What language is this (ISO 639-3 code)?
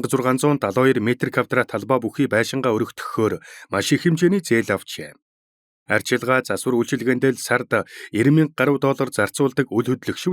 mon